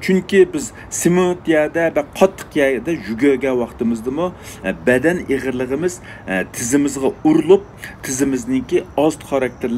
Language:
Uyghur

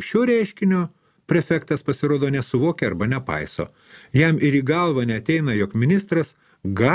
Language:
Lithuanian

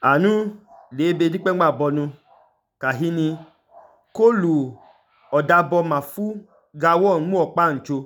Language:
Idoma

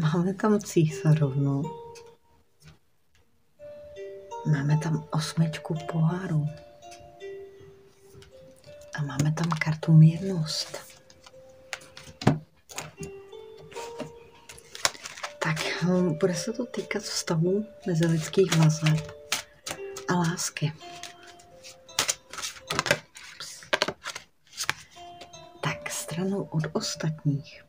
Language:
Czech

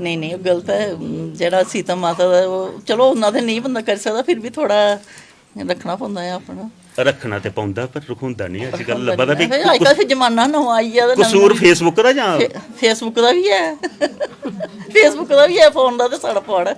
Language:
Dogri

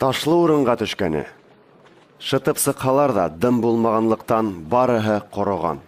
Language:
Bashkir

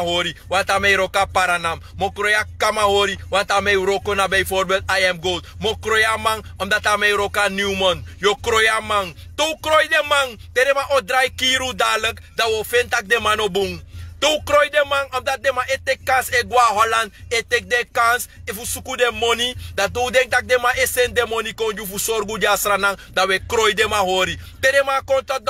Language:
Sranan Tongo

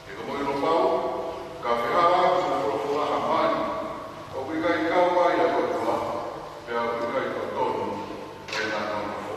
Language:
Tongan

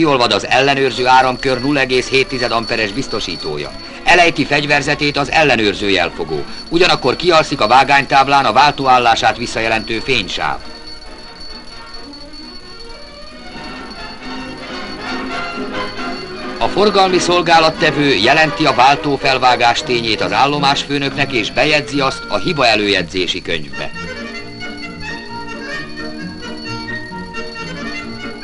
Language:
Hungarian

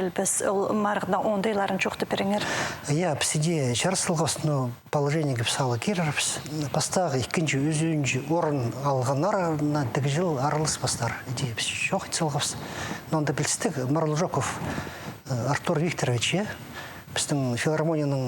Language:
Khakas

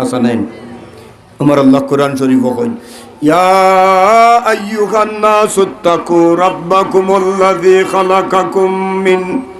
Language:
Sylheti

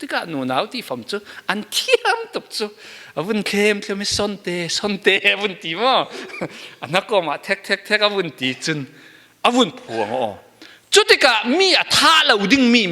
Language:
Falam Chin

